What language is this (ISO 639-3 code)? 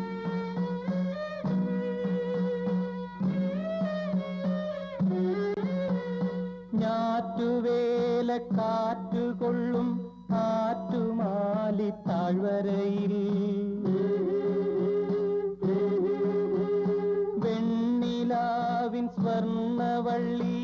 mal